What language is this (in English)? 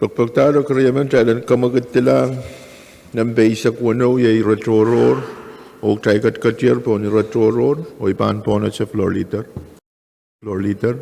Pohnpeian